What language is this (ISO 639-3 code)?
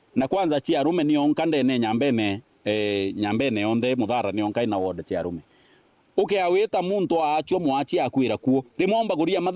mer